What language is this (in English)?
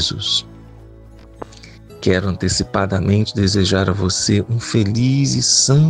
Portuguese